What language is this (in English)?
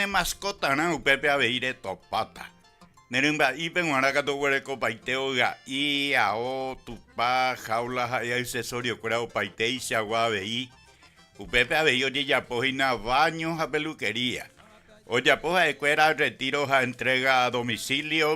Guarani